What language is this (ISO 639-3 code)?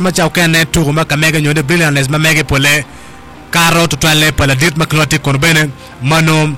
ach